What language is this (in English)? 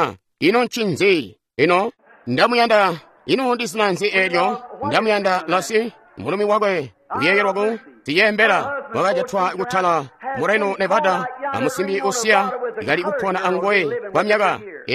Tonga (Zambia)